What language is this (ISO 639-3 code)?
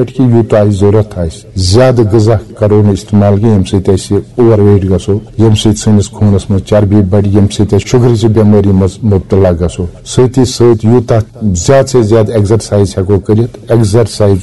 kas